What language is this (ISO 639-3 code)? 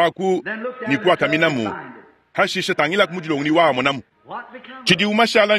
lua